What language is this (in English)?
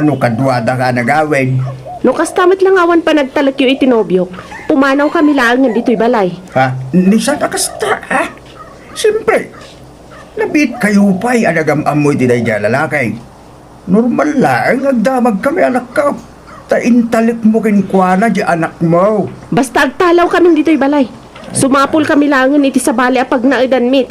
Iloko